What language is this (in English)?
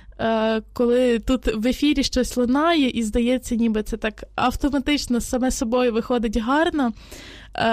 Ukrainian